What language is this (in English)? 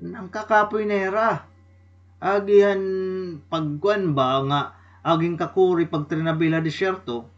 Waray